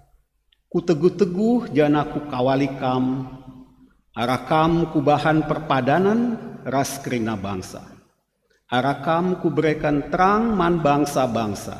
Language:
Batak Karo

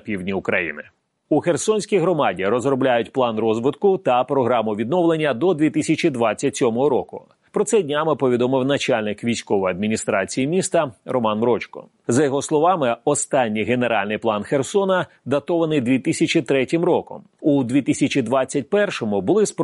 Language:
Ukrainian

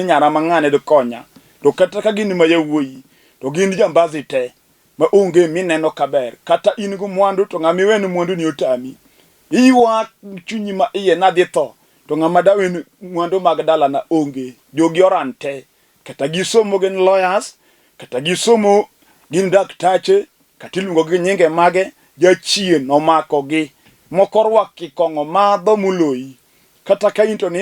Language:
Luo (Kenya and Tanzania)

